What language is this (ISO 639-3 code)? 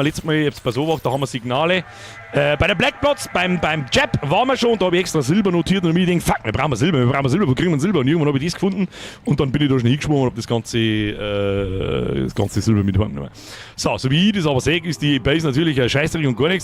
bar